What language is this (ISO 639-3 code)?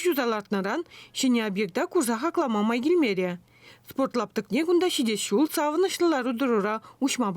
chv